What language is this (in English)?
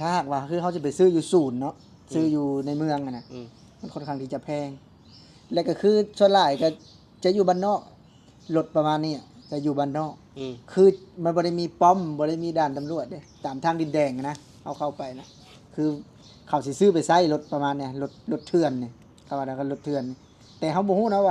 Lao